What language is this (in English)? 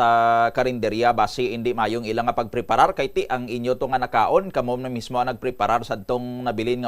Hiligaynon